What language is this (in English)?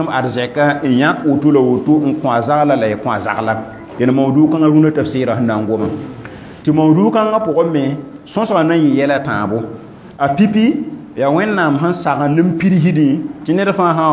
Mossi